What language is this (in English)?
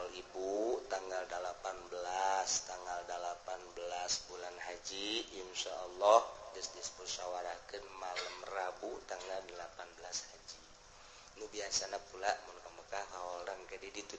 Sundanese